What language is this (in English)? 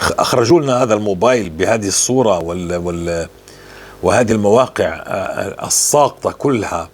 North Levantine Arabic